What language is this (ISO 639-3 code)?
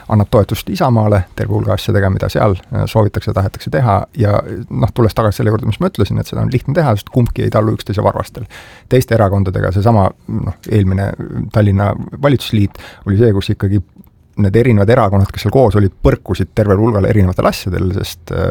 est